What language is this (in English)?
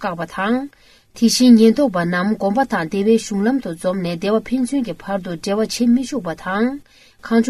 Tibetan